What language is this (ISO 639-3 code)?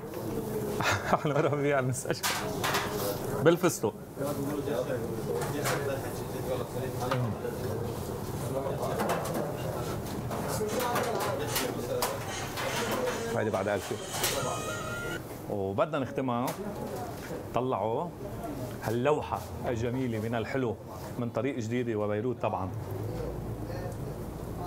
apc